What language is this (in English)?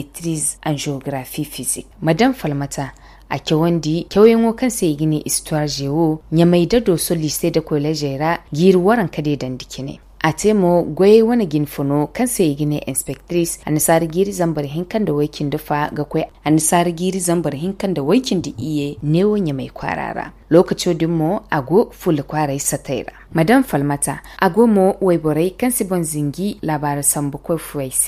Zarma